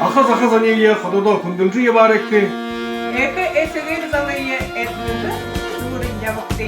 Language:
Buriat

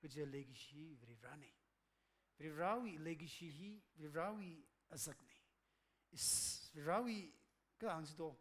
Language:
Tangkhul Naga (India)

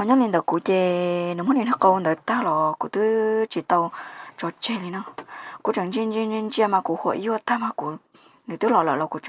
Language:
Hmong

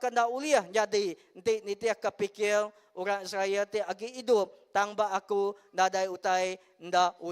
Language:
Iban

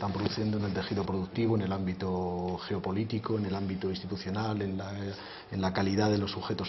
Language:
Spanish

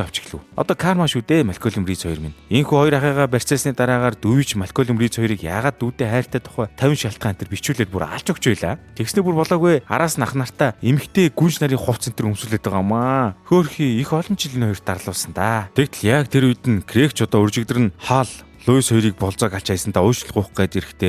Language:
Mongolian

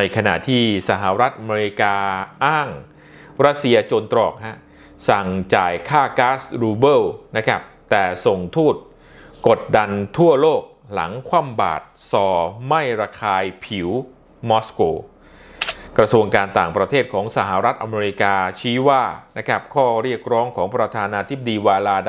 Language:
Thai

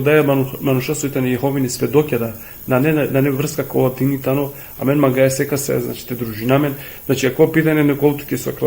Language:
Balkan Romani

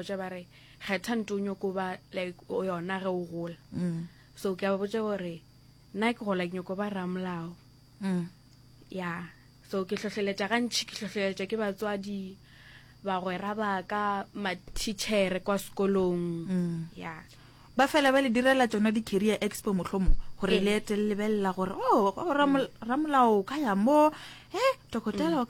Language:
Northern Sotho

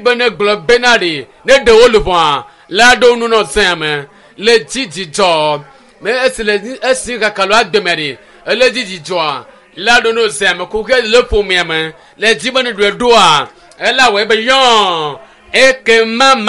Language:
Ewe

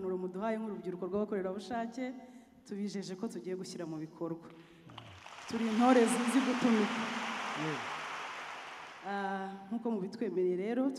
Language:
Kinyarwanda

